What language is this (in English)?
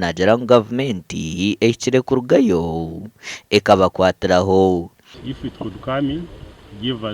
Nyankole